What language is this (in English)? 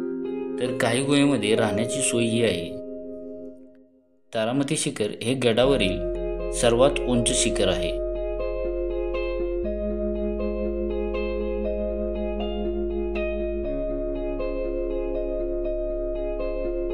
Marathi